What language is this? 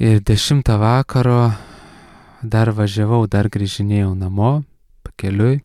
Lithuanian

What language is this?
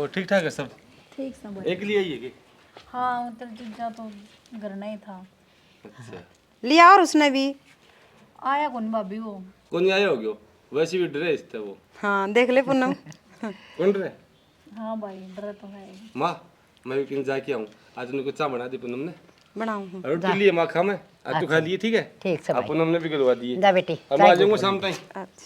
Haryanvi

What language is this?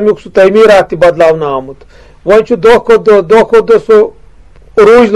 Kashmiri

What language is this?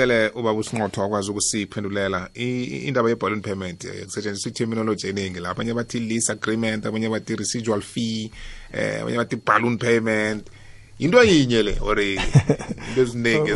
South Ndebele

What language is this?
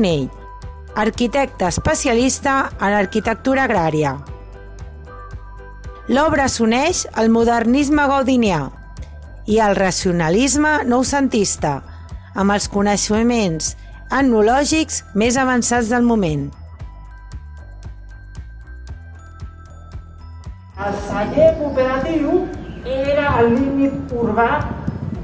Catalan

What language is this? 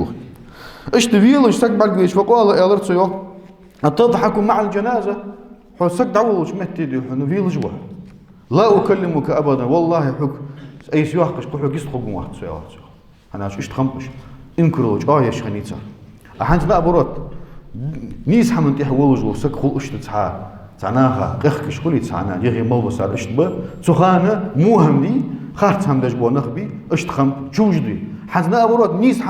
Ingush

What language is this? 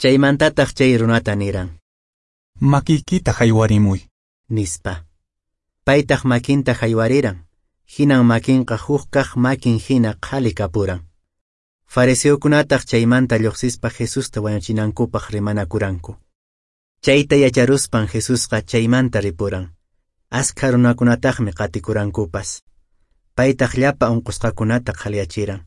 Quechua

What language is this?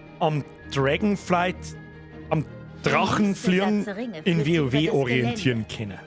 Bavarian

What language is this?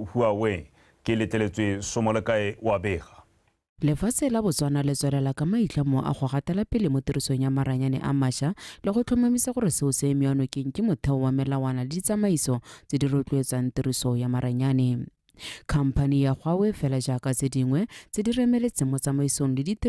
Tswana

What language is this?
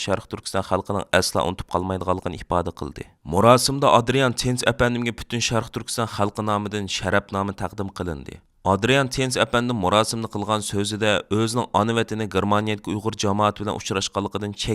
Uyghur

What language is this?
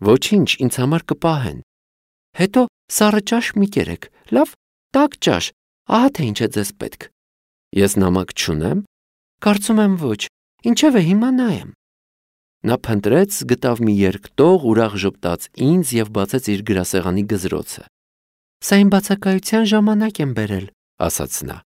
Armenian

